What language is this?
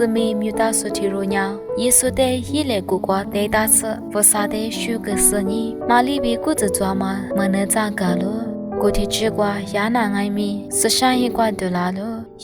Lisu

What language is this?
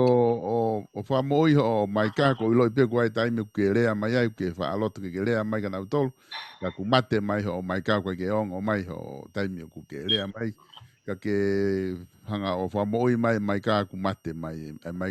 Tongan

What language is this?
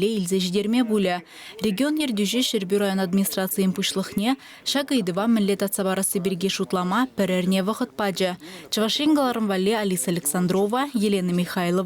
Chuvash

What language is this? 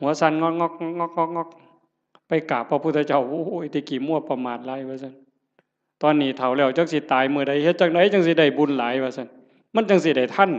Northeastern Thai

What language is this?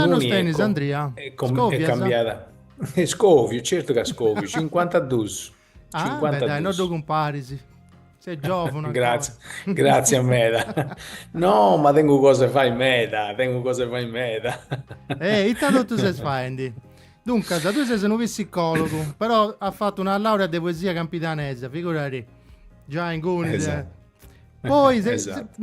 Sardinian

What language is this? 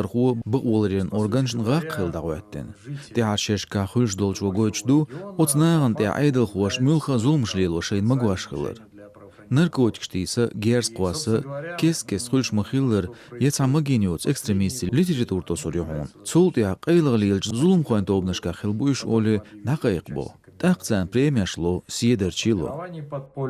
Chechen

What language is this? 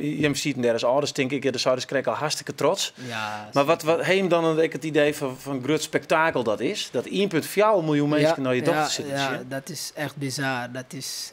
Western Frisian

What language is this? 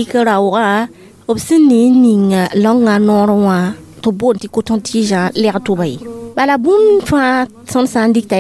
Mossi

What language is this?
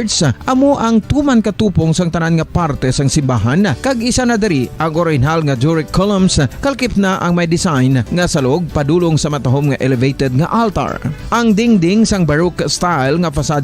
Hiligaynon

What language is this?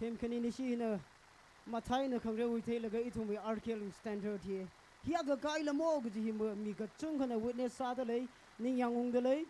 Tangkhul Naga (India)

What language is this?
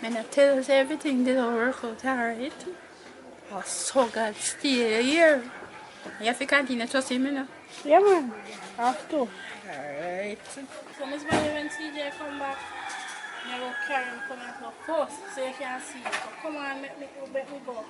Jamaican Creole English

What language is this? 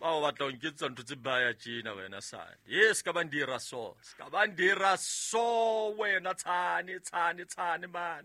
Southern Sotho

